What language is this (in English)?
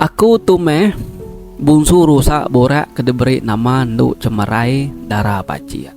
Iban